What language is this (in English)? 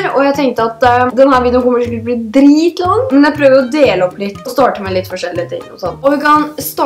Norwegian